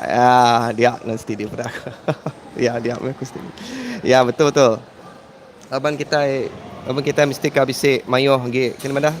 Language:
Iban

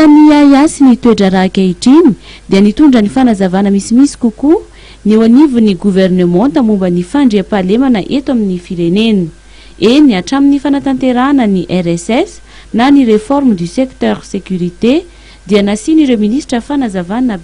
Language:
Malagasy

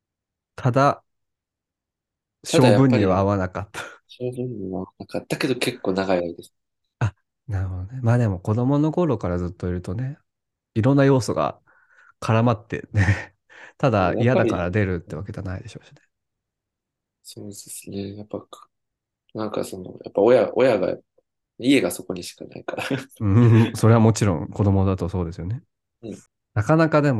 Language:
Japanese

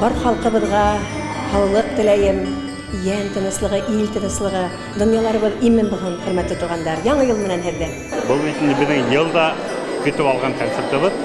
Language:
Bashkir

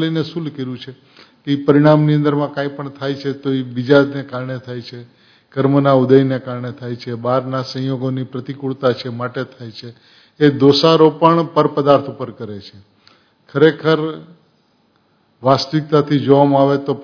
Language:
Gujarati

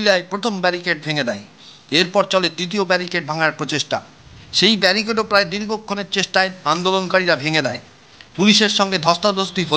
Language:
Bangla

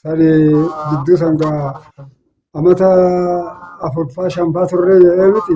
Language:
Oromo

